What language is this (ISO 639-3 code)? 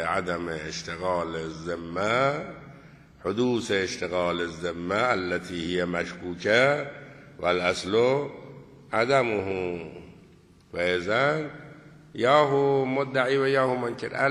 fas